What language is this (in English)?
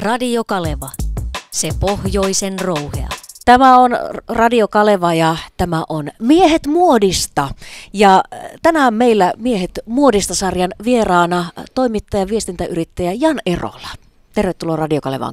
Finnish